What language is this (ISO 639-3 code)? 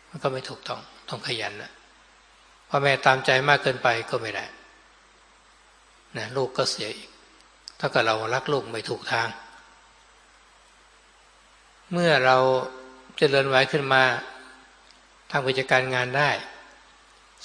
tha